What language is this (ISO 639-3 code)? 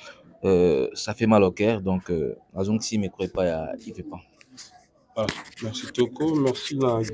lin